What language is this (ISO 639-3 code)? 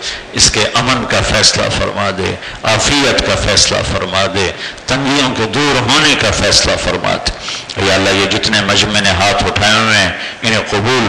urd